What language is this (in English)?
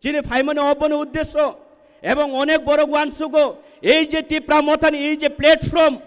Kok Borok